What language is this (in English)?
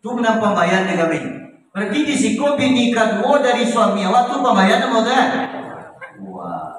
Minangkabau